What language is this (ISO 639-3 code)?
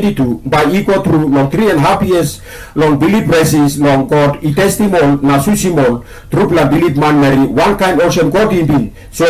tpi